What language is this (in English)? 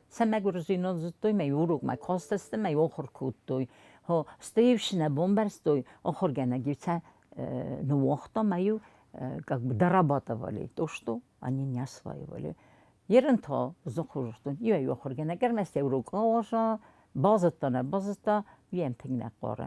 Ossetic